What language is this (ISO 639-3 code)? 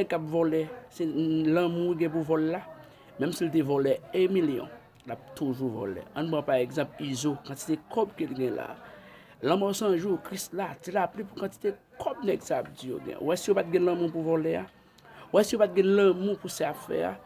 hat